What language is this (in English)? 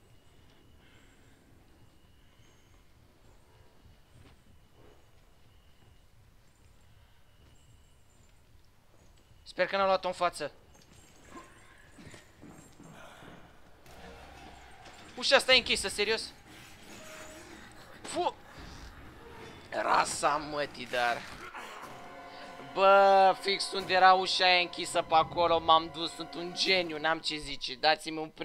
Romanian